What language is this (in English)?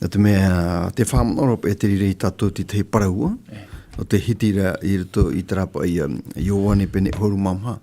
Tahitian